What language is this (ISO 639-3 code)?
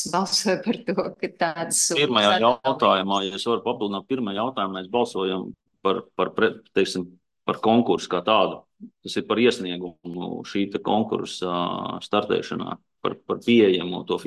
lav